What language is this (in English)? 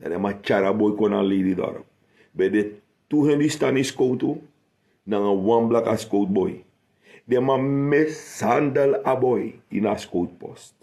Sranan Tongo